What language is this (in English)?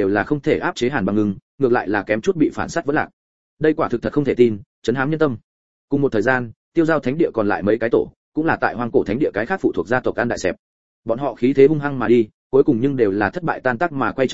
Vietnamese